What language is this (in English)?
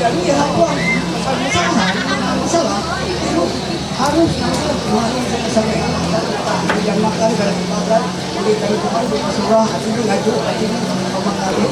Ma'anyan